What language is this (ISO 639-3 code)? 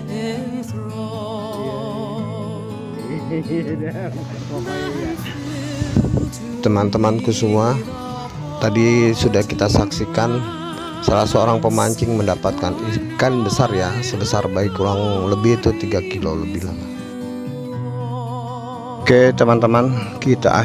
ind